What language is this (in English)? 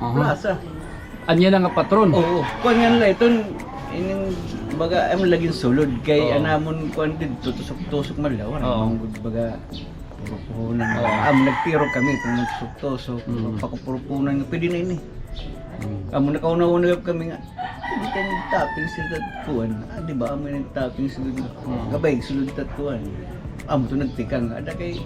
Waray